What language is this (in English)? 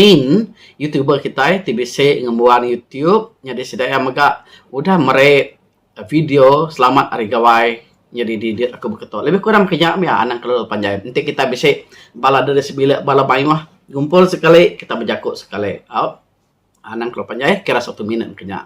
Iban